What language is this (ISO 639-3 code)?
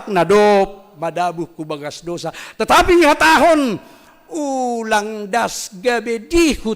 bts